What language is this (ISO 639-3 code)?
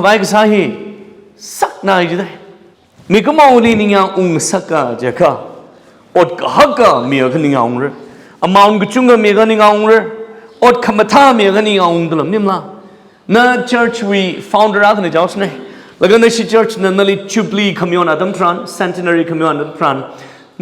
nmf